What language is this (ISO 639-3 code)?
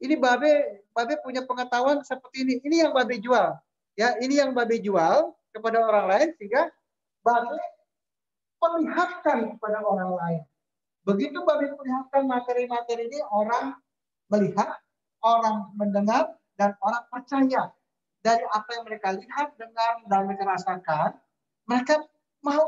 ind